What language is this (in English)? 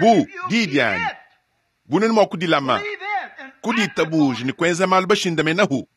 Luba-Lulua